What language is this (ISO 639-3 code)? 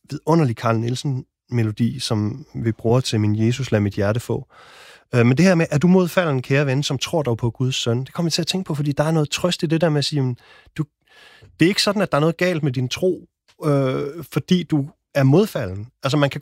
dan